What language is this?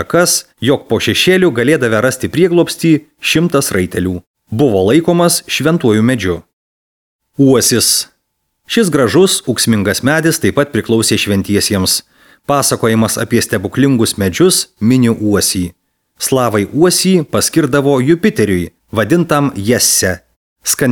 Lithuanian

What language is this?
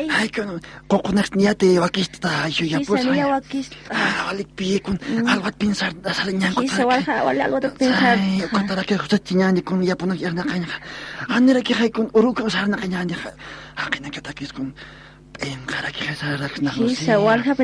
Aymara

